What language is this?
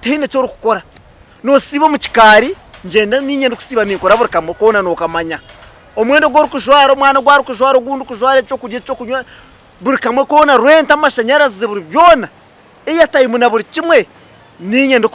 Nyankole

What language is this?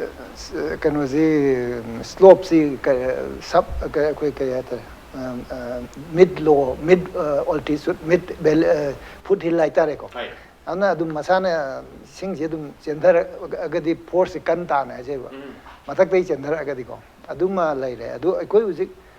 Manipuri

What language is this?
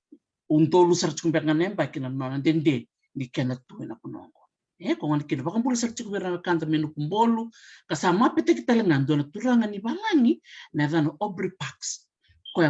Fijian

